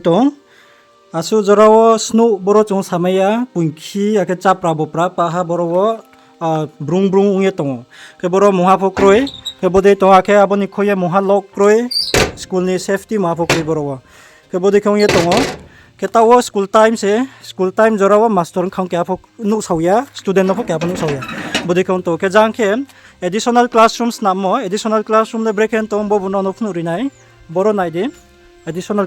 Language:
Riang (India)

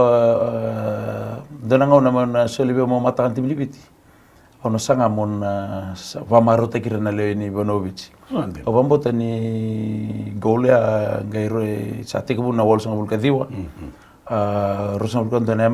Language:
Fijian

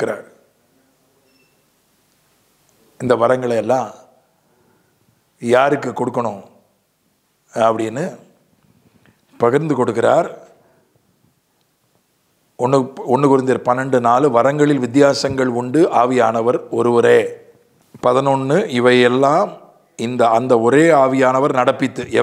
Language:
Tamil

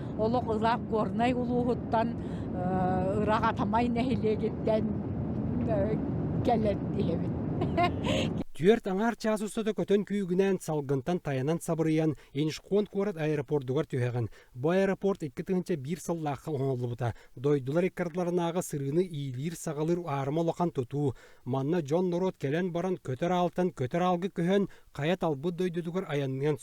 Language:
Yakut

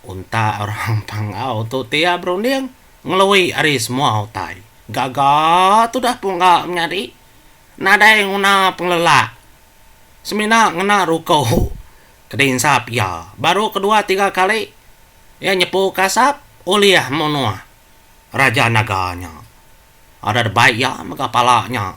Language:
Iban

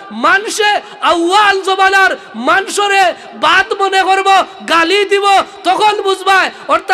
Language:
Sylheti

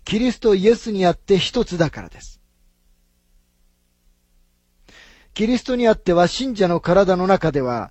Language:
Japanese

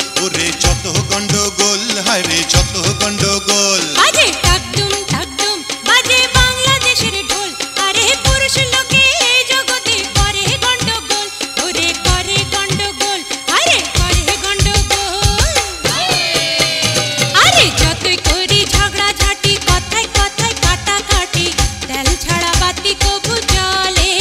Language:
Bangla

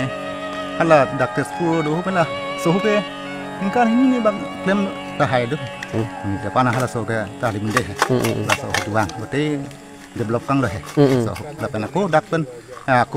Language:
Karbi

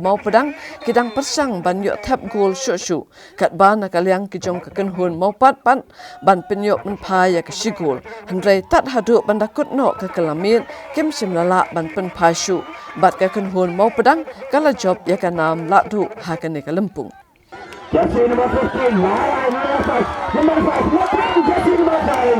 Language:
Khasi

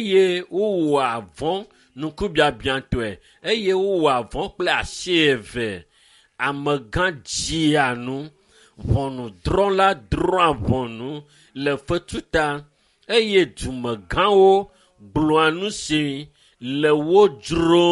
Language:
Ewe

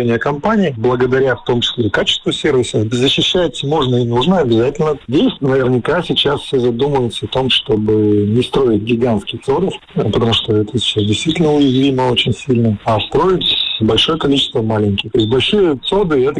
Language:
Russian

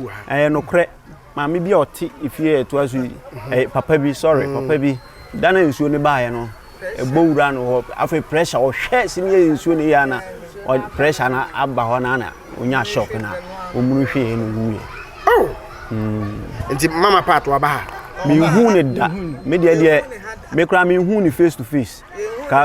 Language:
Akan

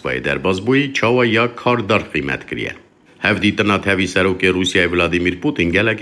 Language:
Kurdish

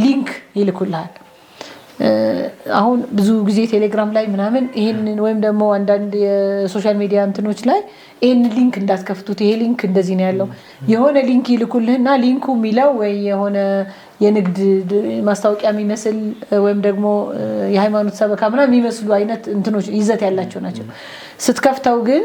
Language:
Amharic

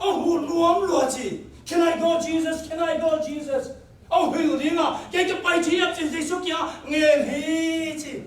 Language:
Tedim Chin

